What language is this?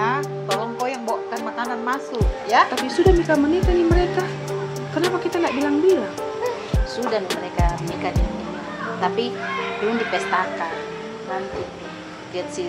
Makassar Malay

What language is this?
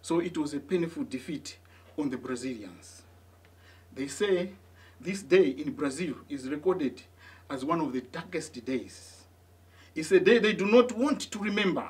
English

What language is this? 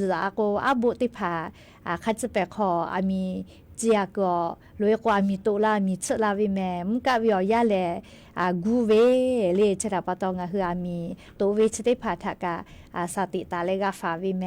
Lahu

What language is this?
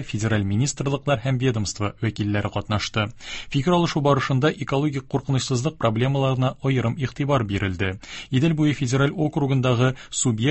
Tatar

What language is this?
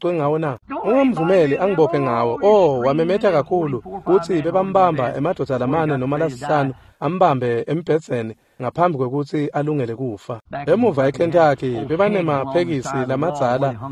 Swati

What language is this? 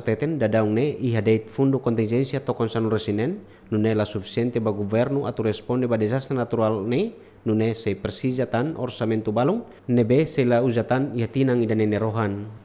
Tetum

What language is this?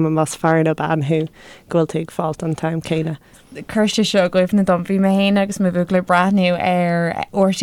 Irish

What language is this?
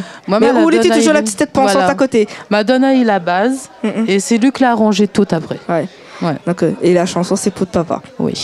Réunion Creole French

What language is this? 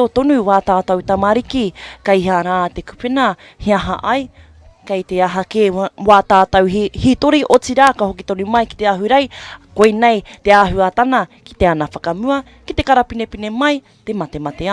Māori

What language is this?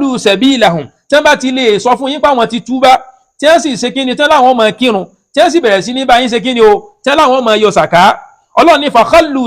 Yoruba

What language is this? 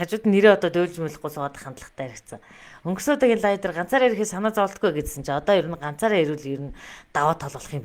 Mongolian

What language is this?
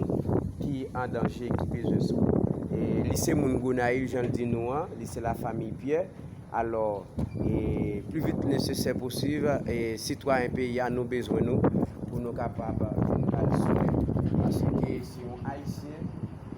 Haitian Creole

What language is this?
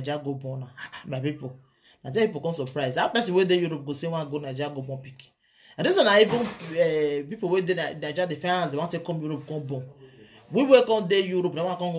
Nigerian Pidgin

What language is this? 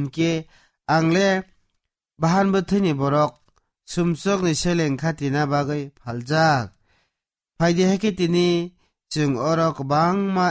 Kok Borok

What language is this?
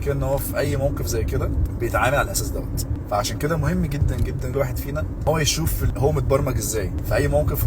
Egyptian Arabic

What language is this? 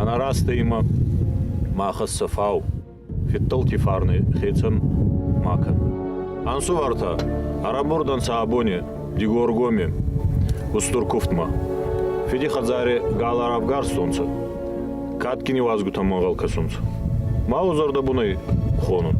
Ossetic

